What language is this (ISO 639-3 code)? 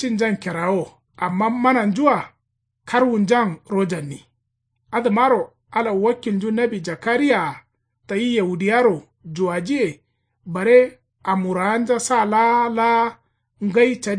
kau